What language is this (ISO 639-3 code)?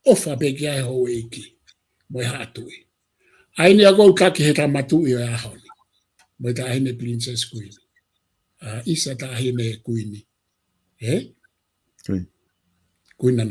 ton